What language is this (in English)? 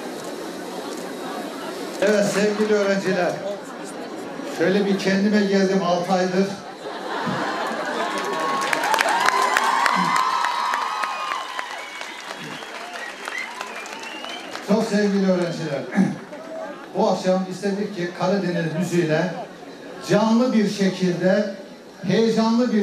Turkish